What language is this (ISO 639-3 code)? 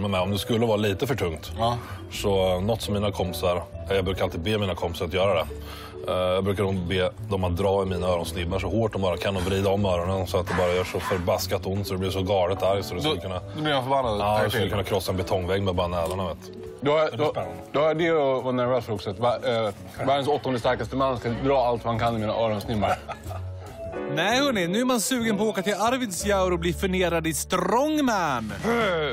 swe